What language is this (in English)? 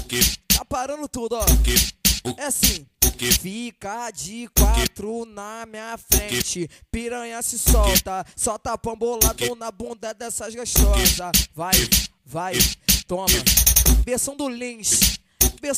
Portuguese